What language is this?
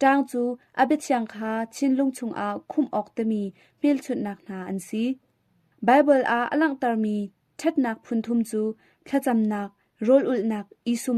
Hakha Chin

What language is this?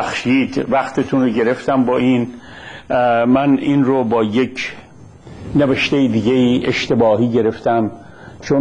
Persian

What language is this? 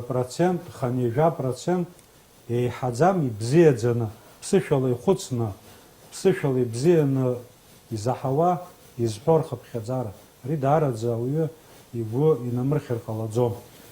Abkhazian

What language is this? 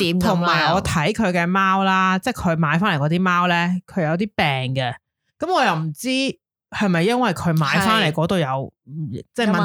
Cantonese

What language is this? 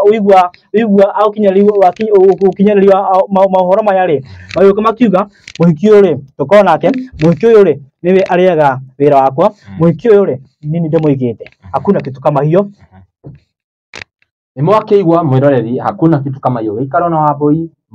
Kikuyu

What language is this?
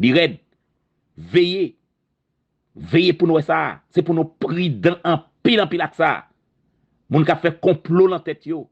Haitian Creole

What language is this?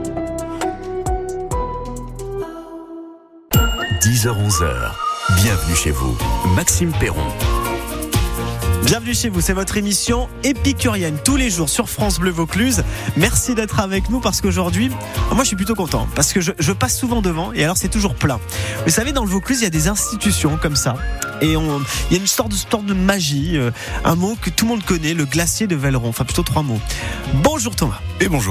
French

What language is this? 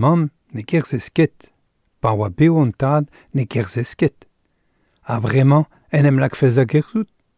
Breton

